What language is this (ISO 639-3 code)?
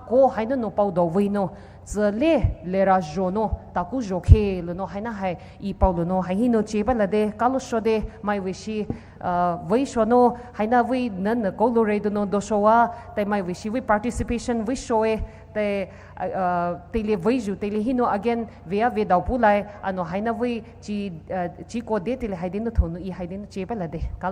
pmx